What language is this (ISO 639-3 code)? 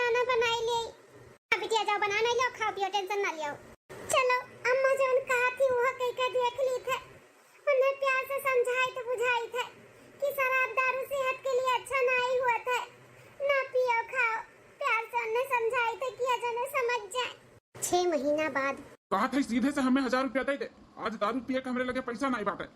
awa